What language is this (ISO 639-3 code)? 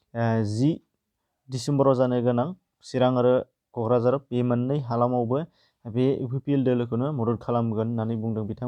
brx